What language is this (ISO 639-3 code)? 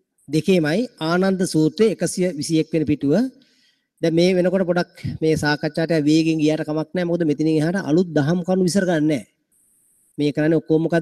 sin